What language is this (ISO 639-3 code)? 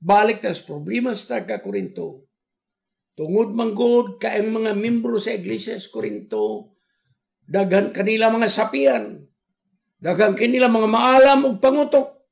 ceb